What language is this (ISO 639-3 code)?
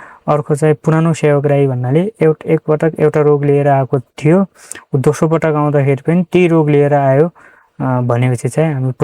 nep